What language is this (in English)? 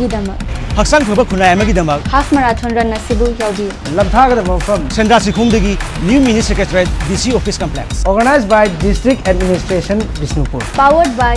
Manipuri